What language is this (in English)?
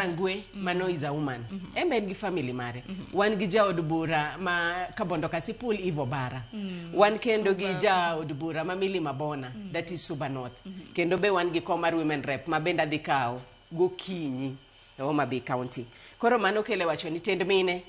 Luo (Kenya and Tanzania)